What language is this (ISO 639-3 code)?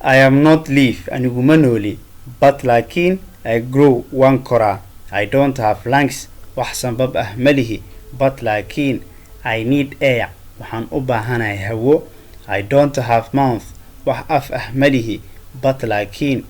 som